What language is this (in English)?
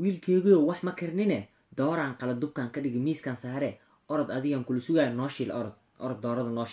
Somali